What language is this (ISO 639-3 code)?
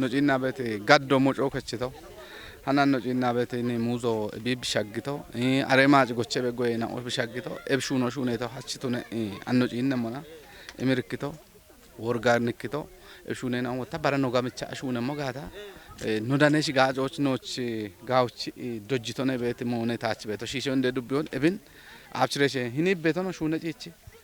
kbr